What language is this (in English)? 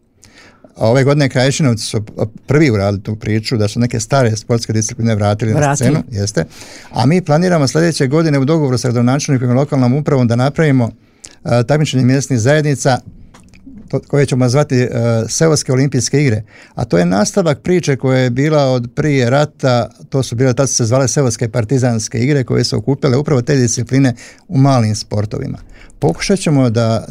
Croatian